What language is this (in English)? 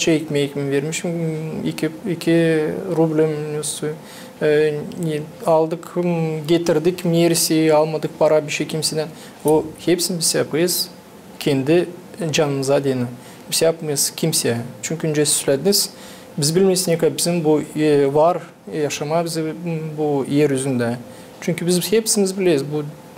Gagauz